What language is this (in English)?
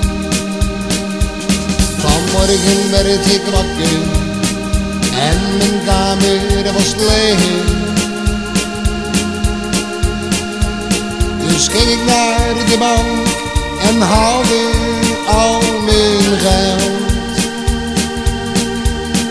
Dutch